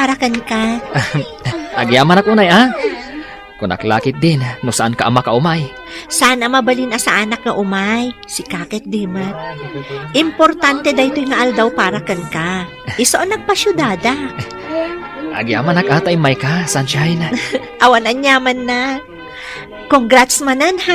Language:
Iloko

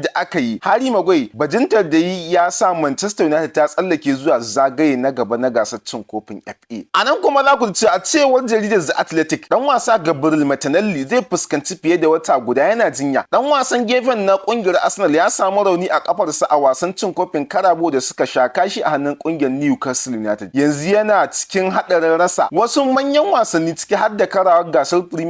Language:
Hausa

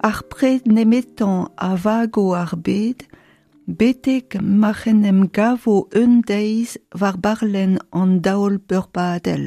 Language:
Breton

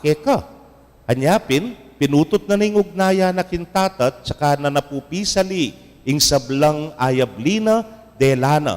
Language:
Pampanga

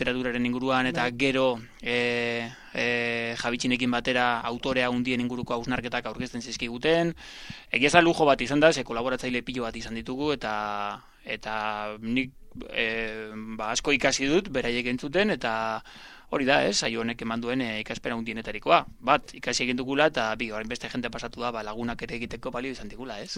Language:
Basque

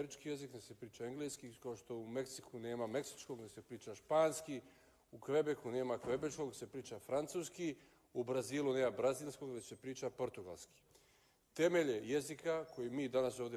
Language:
Bosnian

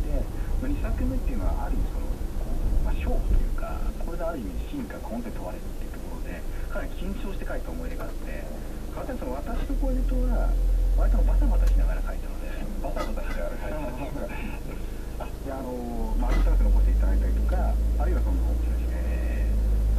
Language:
Japanese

